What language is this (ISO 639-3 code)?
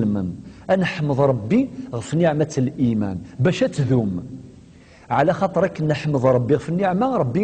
kab